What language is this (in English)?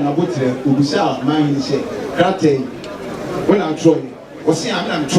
Akan